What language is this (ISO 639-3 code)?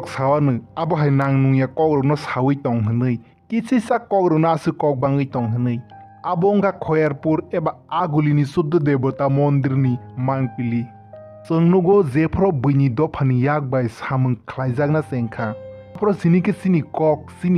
trp